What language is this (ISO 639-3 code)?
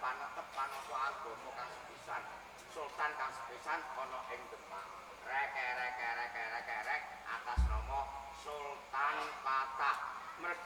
jav